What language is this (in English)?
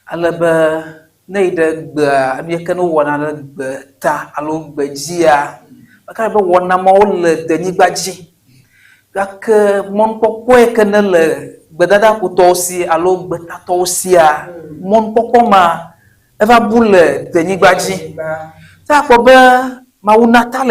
Ewe